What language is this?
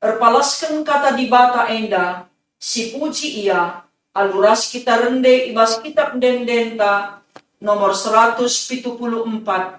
Batak Karo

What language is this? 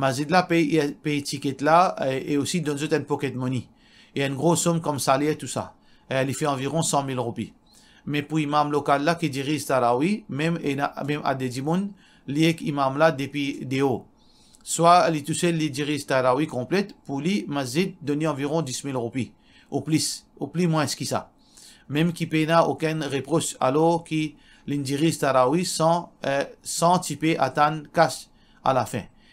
Morisyen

